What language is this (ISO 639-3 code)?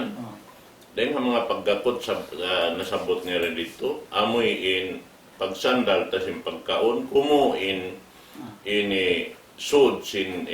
tsg